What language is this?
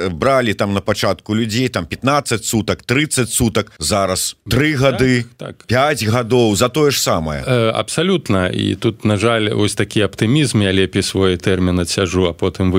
Belarusian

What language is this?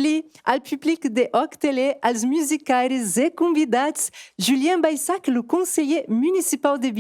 Occitan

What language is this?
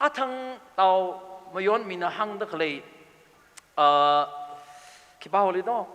Tangkhul Naga (India)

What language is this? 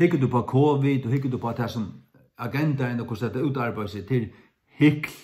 Faroese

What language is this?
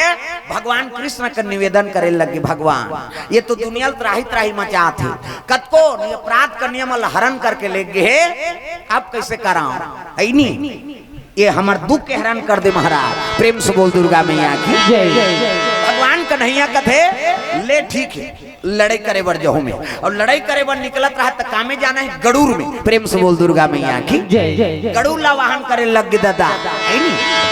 Chhattisgarhi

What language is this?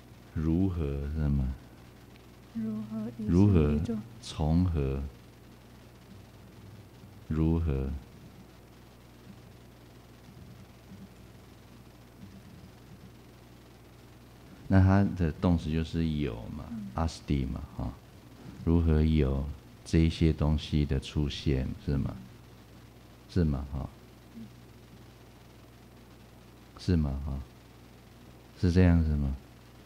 Chinese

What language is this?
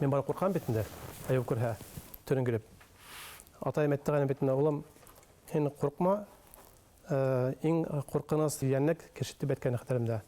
Bashkir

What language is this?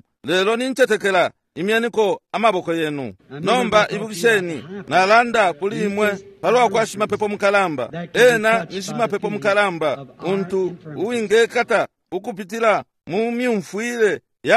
Bemba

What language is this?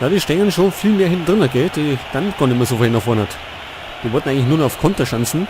Bavarian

